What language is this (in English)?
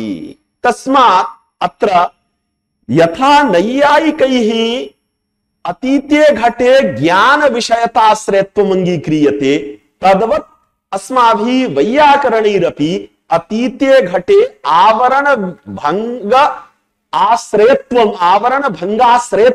Sanskrit